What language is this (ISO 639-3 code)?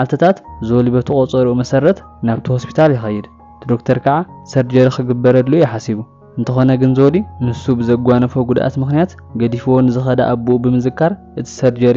tir